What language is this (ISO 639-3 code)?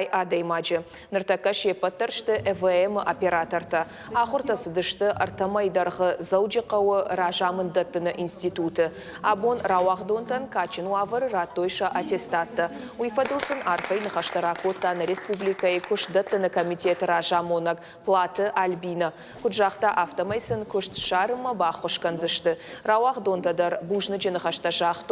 oss